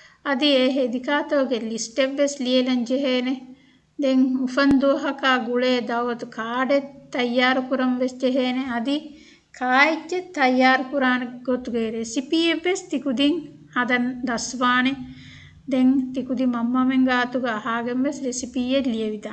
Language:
Divehi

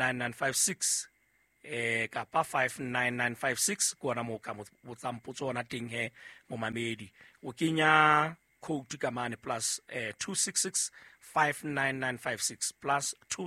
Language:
Southern Sotho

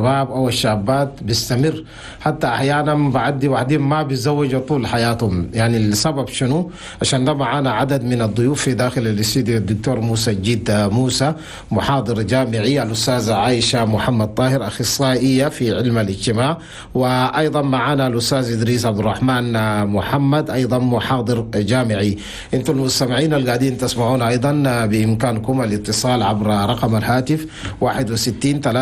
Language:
Chadian Arabic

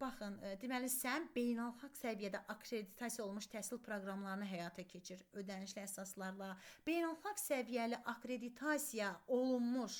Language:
Azerbaijani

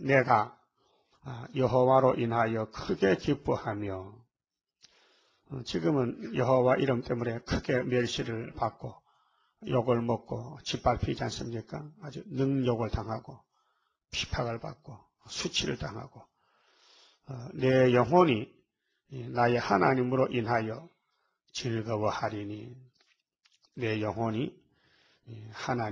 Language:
Korean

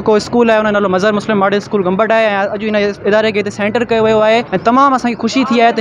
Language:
Sindhi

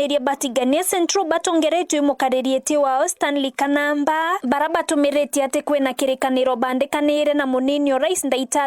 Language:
Meru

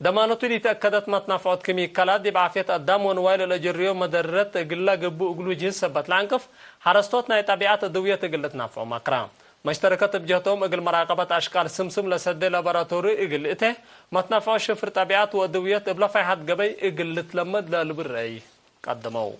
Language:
Tigre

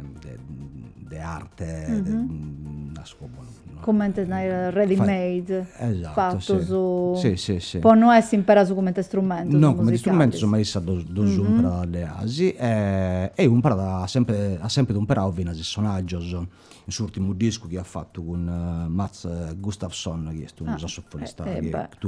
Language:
Sardinian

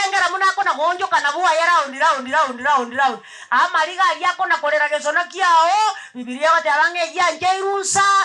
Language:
Gusii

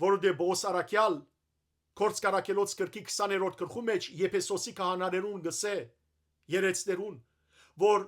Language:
Western Armenian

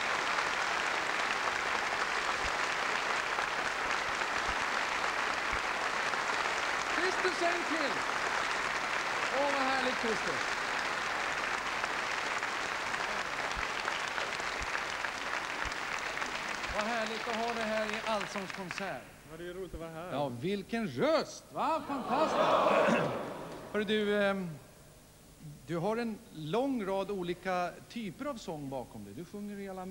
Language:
Swedish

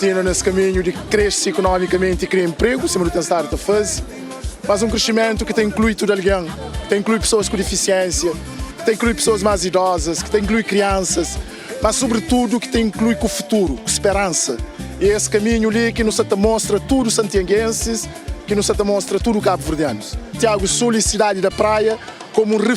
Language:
Kabuverdianu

